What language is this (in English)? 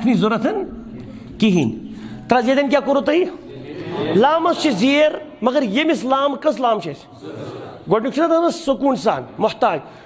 Kashmiri